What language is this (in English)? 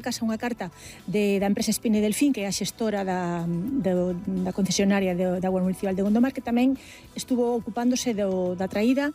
Galician